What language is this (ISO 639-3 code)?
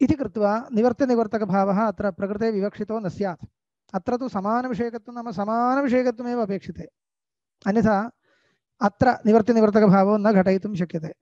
san